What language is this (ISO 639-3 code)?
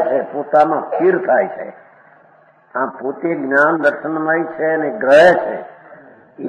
guj